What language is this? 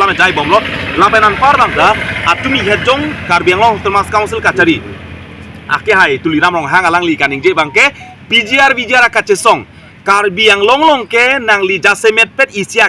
Karbi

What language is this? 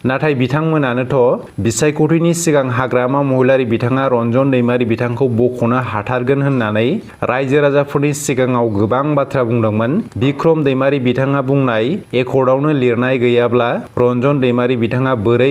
Bodo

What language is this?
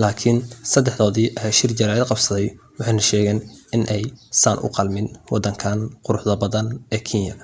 Somali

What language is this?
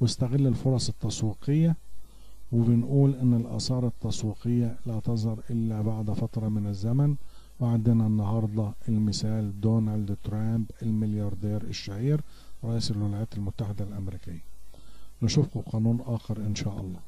Egyptian Arabic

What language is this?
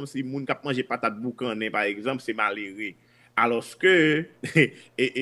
Haitian Creole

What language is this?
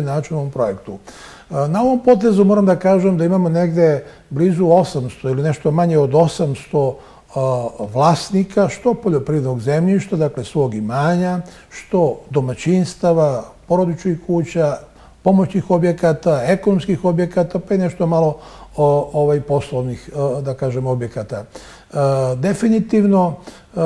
Serbian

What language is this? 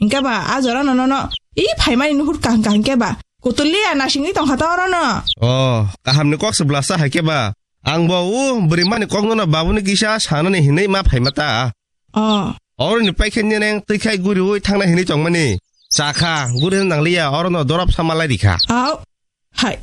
Kok Borok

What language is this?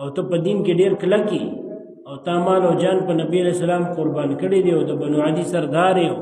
Pashto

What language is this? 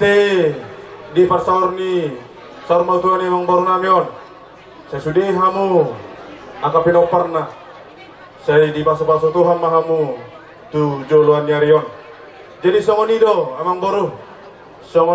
Batak Toba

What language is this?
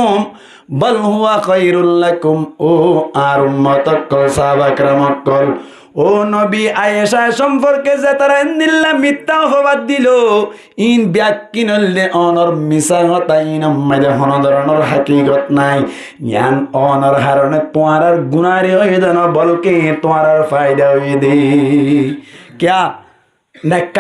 Rohingya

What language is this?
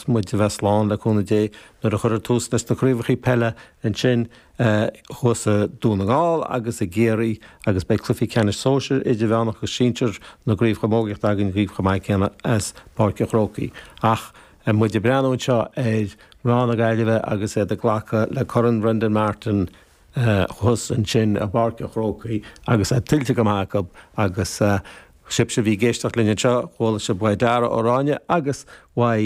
Irish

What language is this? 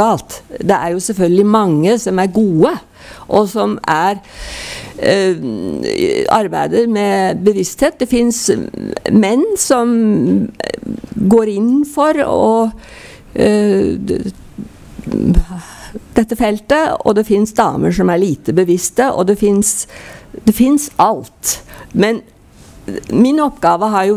Norwegian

